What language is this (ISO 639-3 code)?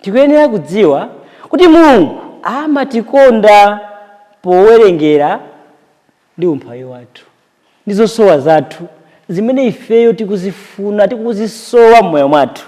nya